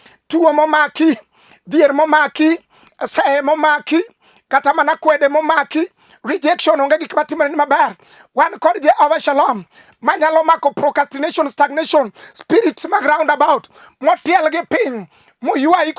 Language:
Luo (Kenya and Tanzania)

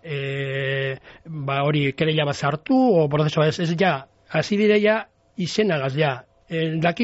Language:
Basque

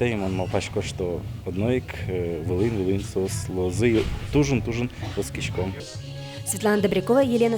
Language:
Udmurt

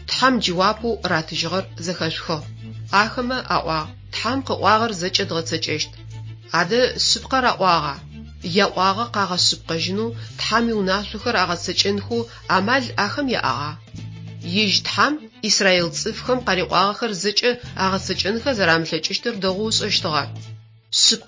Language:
Adyghe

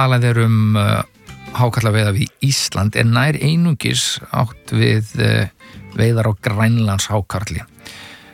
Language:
Icelandic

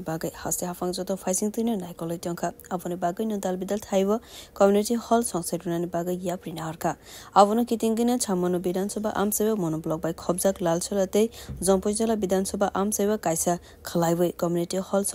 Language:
Kok Borok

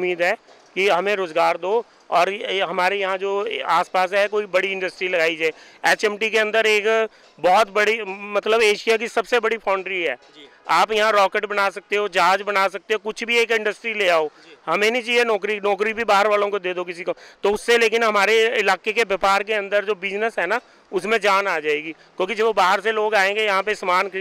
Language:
Hindi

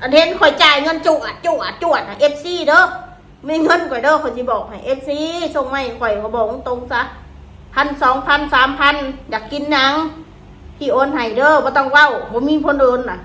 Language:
Northeastern Thai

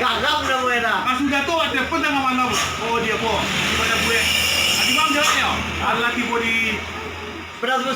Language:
Minangkabau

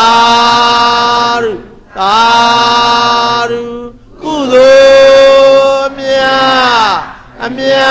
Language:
Burmese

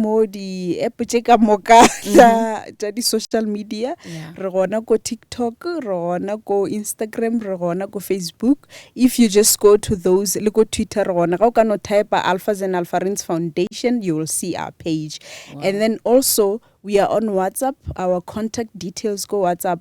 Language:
Northern Sotho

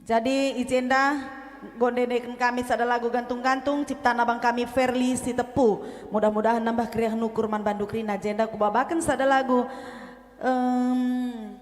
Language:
Batak Karo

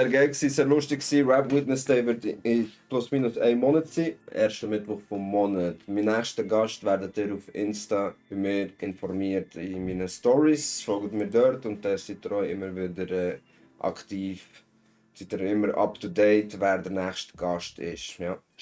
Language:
Swiss German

